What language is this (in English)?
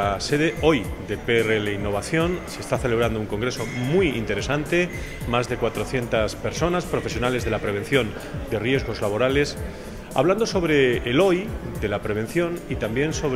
Spanish